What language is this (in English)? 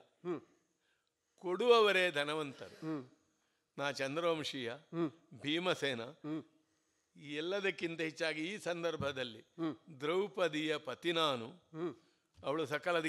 Kannada